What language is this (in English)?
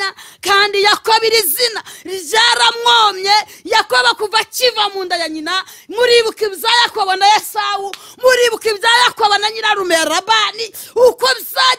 Kinyarwanda